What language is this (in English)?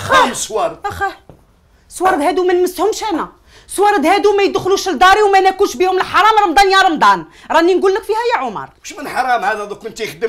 Algerian Arabic